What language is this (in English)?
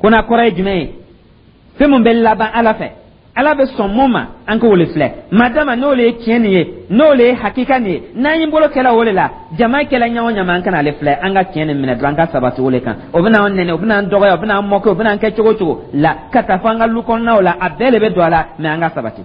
Dyula